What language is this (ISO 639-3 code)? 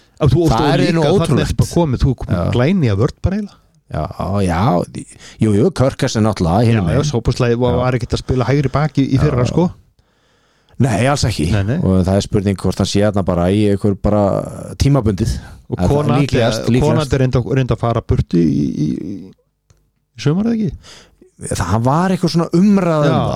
isl